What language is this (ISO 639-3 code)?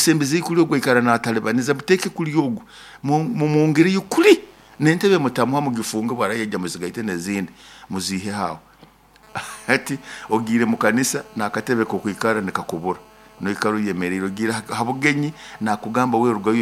nyo